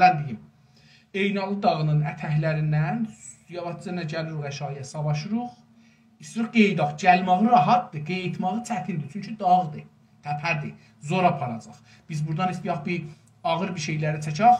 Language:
South Azerbaijani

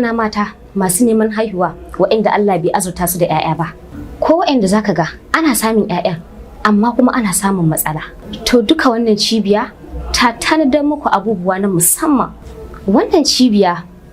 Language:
Hausa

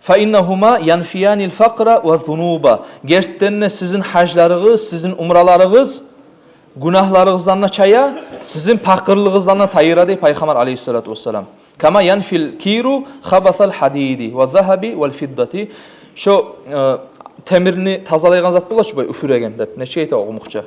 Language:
Kumyk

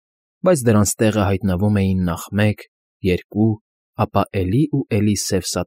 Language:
Armenian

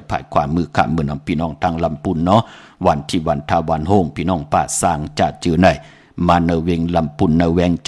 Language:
Shan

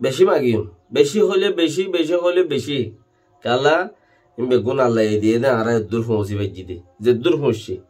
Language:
Rohingya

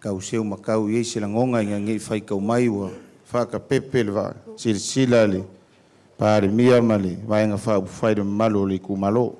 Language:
Samoan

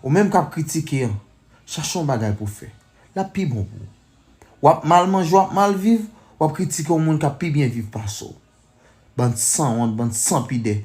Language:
Haitian Creole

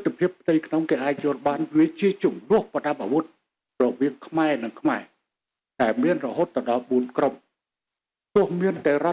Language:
Khmer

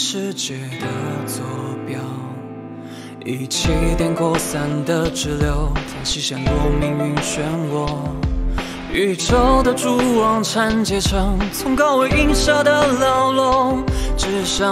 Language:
Chinese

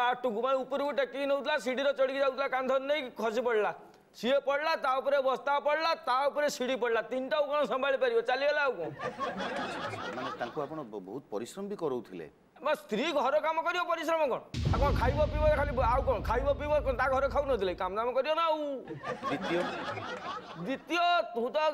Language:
Odia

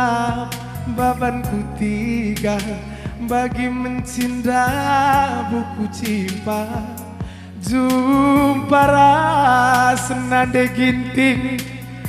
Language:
Batak Karo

